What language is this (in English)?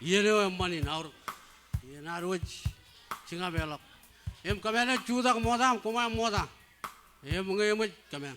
Marshallese